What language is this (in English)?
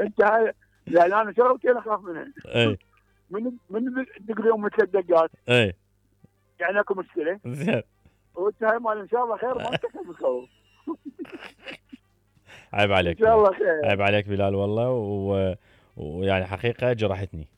Mesopotamian Arabic